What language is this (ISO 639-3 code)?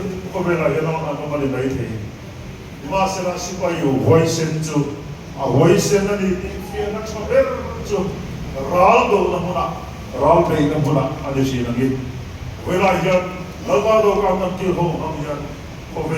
lus